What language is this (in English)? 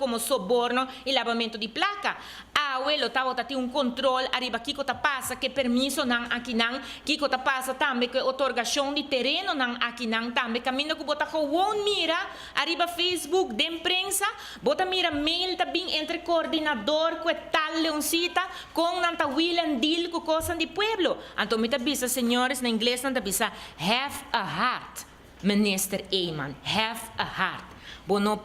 Papiamento